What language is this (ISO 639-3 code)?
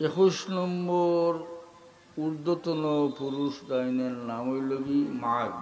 syl